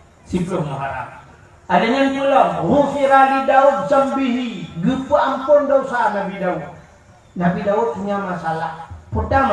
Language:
Achinese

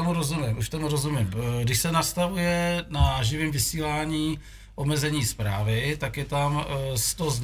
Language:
Czech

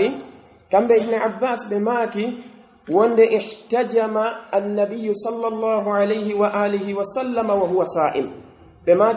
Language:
Pular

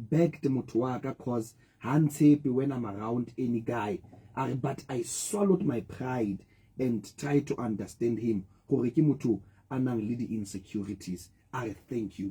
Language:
Southern Sotho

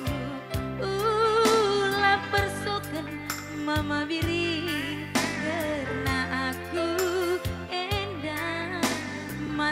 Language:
Batak Karo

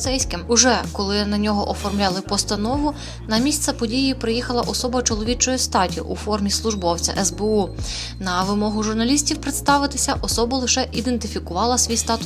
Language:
Ukrainian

